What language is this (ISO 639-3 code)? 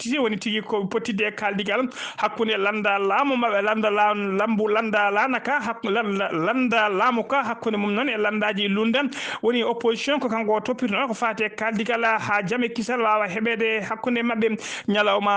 ful